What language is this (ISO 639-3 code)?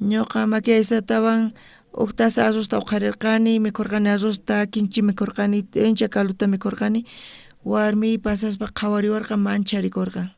quh